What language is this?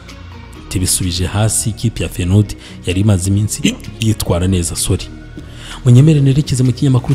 Kinyarwanda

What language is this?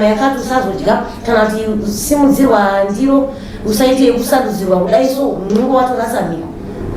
Shona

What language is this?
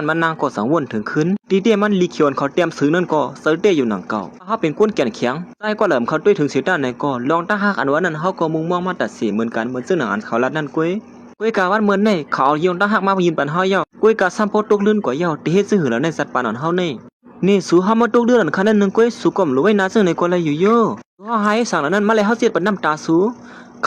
Shan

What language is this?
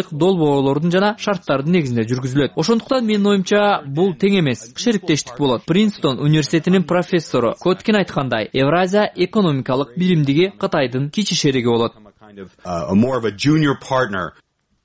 Kyrgyz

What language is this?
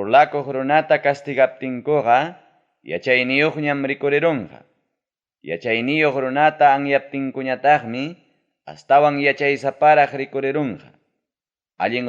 Ayacucho Quechua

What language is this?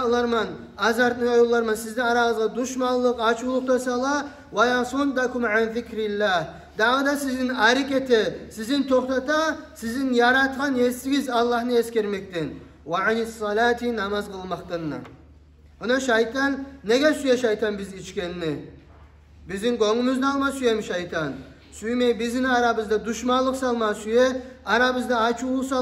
Kumyk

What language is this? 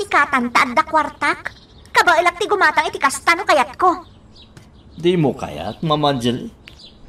Iloko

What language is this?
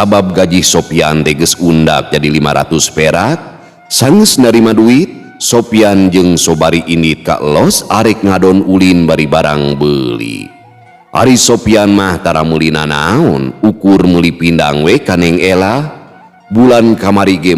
Sundanese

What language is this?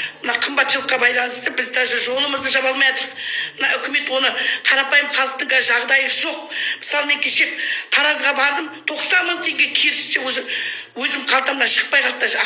Kazakh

